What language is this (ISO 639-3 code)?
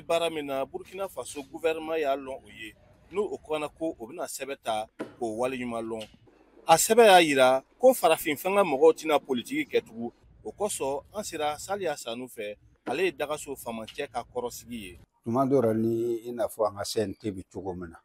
bam